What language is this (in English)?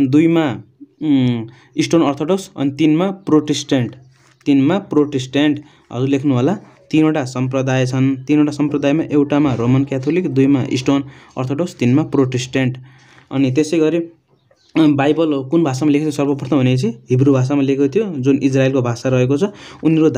Nepali